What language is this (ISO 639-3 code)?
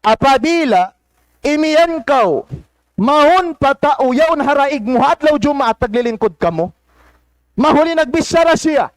tsg